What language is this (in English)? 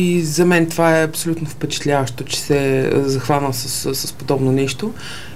Bulgarian